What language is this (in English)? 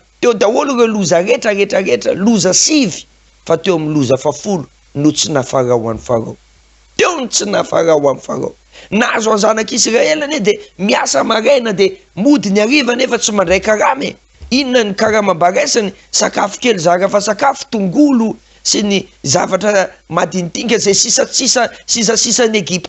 Malagasy